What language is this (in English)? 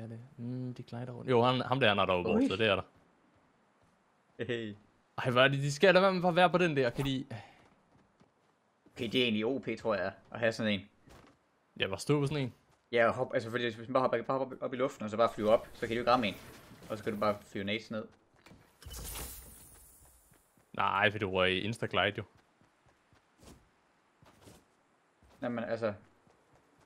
Danish